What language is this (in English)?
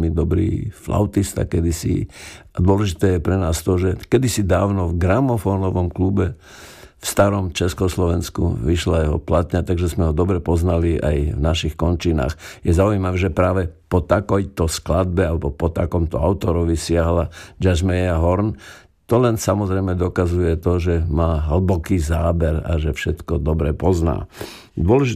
Slovak